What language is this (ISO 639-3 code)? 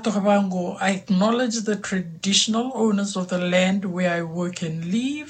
fij